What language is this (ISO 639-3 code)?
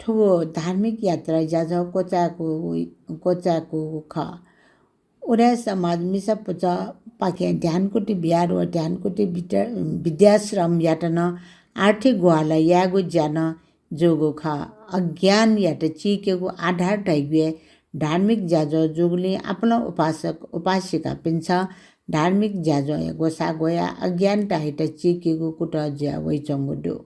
new